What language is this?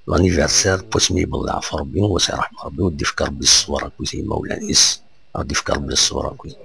Kabyle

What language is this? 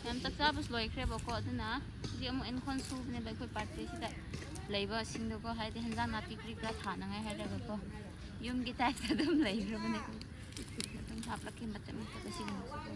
Manipuri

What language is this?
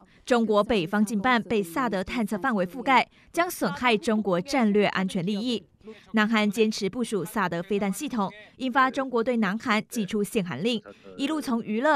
Chinese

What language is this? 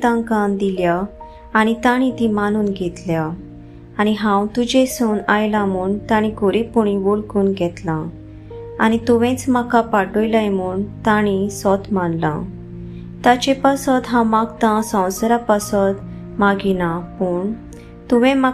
Konkani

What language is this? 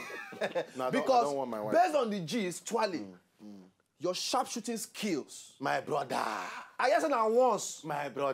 Nigerian Pidgin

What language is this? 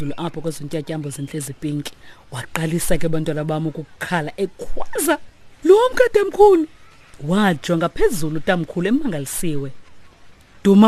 Xhosa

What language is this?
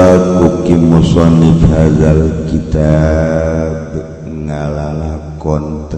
Sundanese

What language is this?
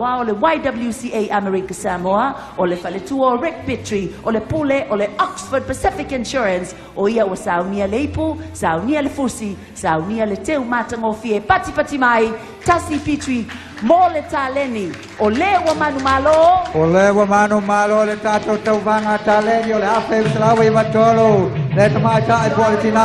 Samoan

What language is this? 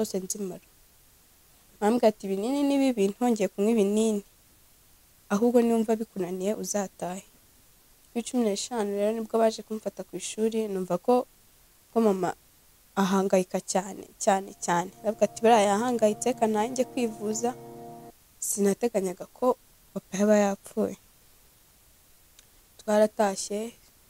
Kinyarwanda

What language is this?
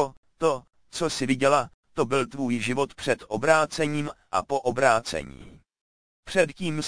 Czech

